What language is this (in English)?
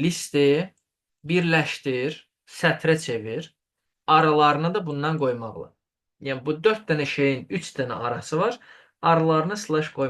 Azerbaijani